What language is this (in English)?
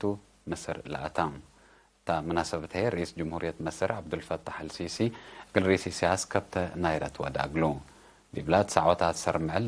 Tigre